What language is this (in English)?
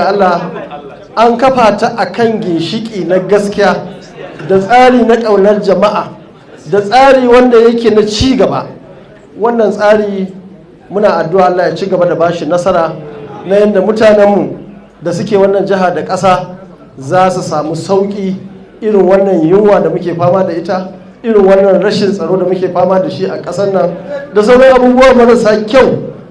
Hausa